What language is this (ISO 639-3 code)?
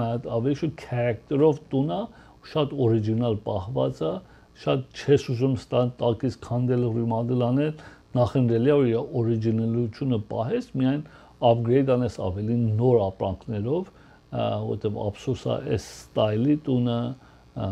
hye